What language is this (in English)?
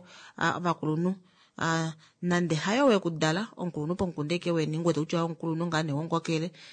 Kuanyama